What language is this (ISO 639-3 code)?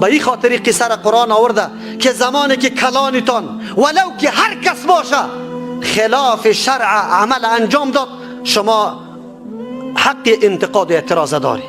fas